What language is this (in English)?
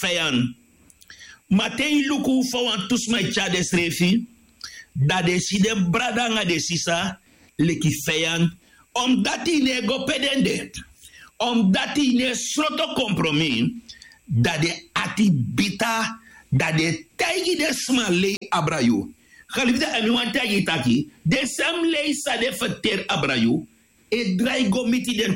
Sranan Tongo